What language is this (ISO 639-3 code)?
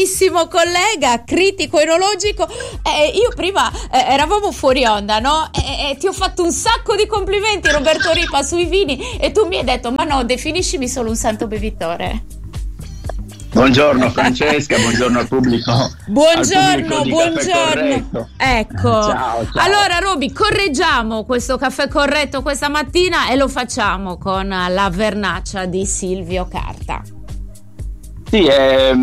ita